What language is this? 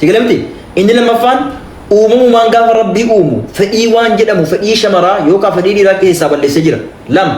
Oromo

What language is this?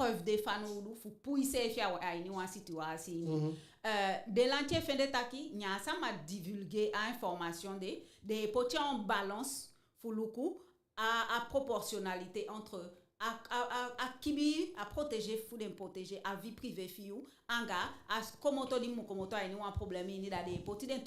Eastern Maroon Creole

